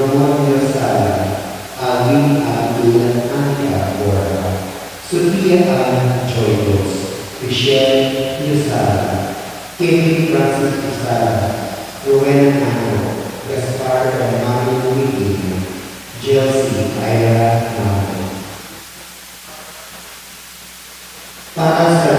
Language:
Filipino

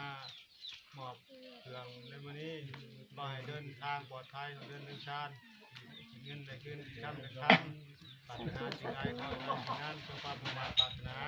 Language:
Lao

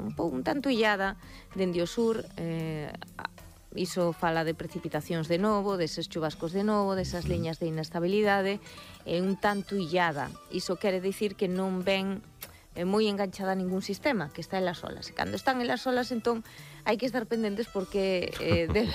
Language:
Galician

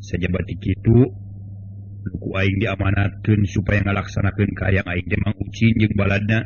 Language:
Sundanese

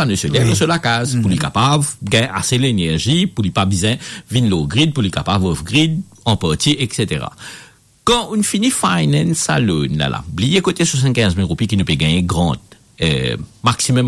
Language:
Morisyen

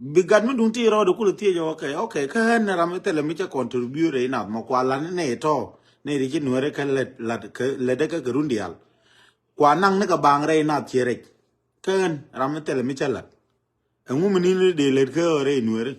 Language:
Nuer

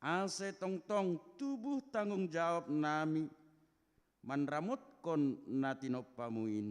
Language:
Batak Simalungun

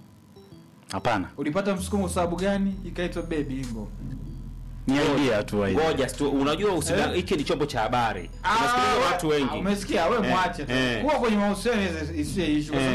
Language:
Swahili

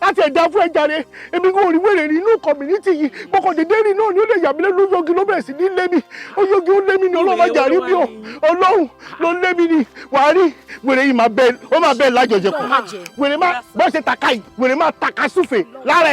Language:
Yoruba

